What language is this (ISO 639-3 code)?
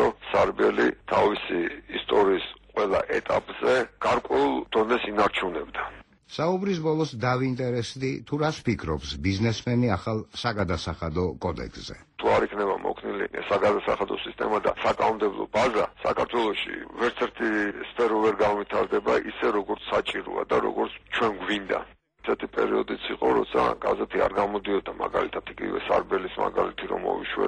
kat